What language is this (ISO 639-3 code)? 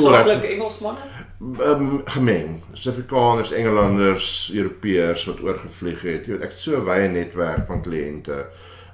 afr